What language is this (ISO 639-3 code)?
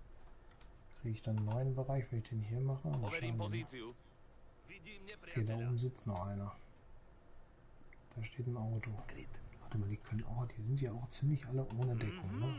deu